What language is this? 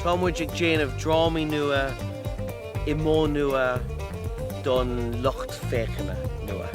Irish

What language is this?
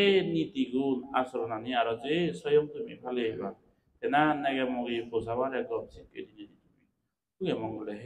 Chakma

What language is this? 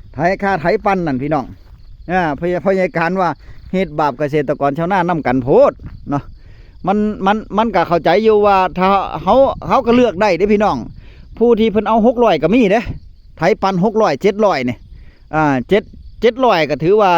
Northeastern Thai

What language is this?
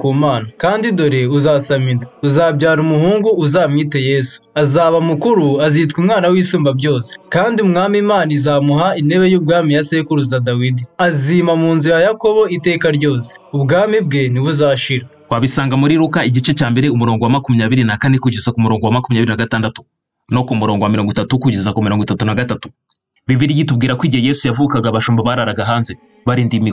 Kinyarwanda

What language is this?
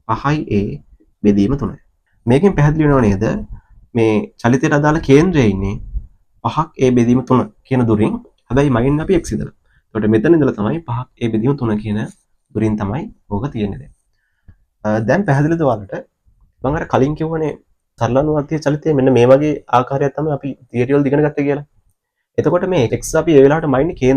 Sinhala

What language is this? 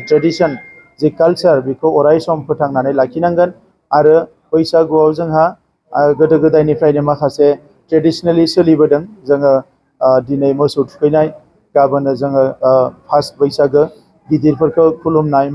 Bodo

